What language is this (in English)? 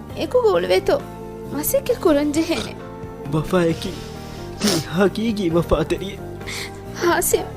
Divehi